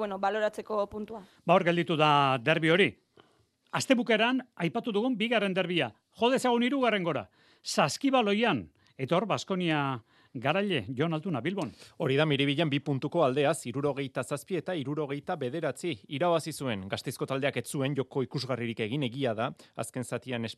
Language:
Basque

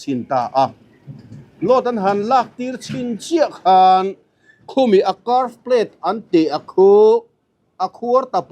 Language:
Mizo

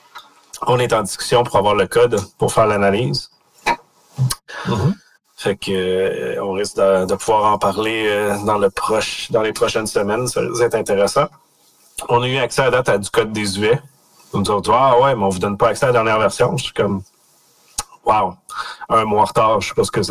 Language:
French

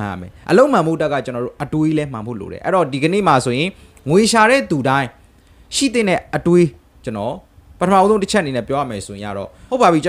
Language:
Burmese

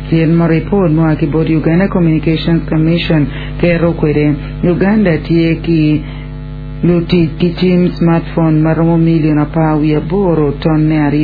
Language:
Acoli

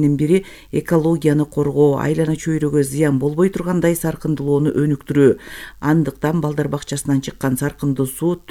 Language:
Kyrgyz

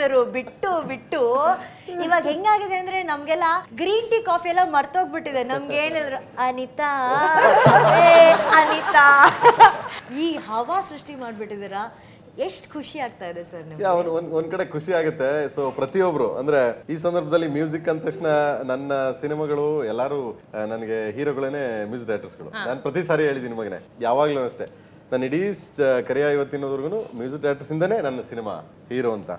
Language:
Kannada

